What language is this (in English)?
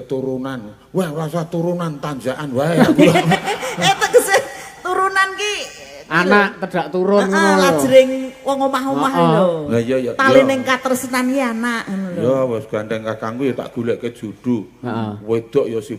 Javanese